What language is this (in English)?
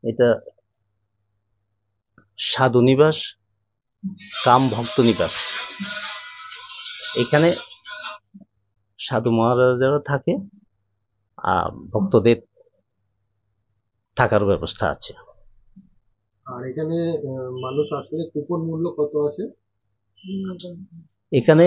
Bangla